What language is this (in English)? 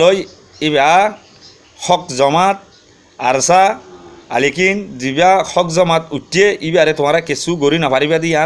Rohingya